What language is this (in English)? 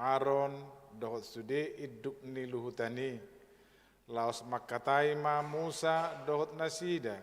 Batak Toba